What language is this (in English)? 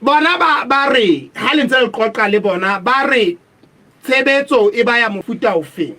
Southern Sotho